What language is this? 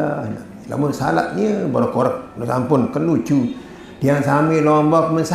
Sasak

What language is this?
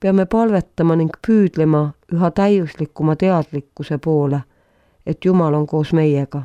Estonian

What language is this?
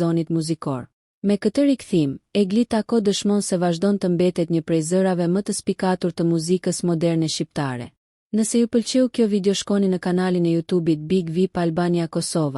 Albanian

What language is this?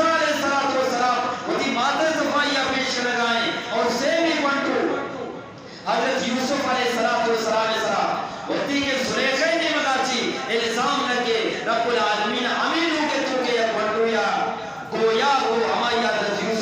Eastern Balochi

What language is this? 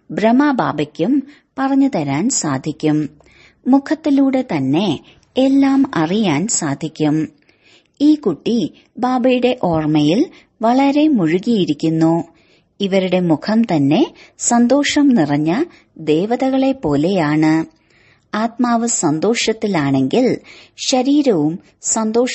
Malayalam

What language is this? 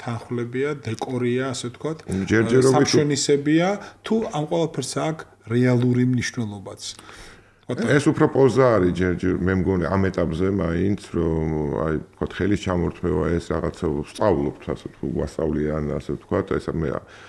Georgian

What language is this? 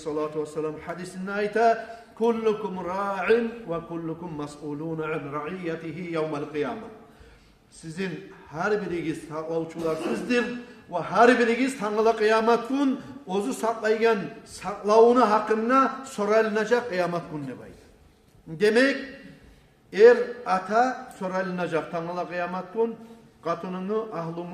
Kumyk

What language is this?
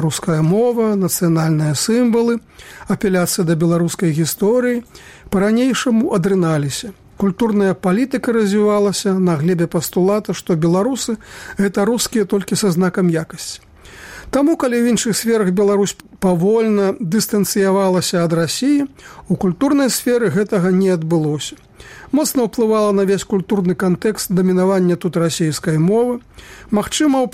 Belarusian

